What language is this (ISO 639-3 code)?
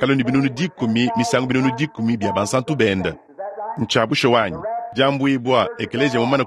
lua